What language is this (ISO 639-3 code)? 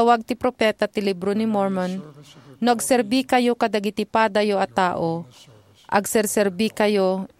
ilo